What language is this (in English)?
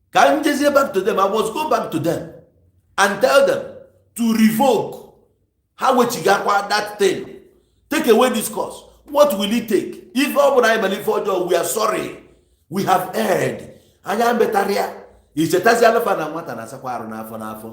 Igbo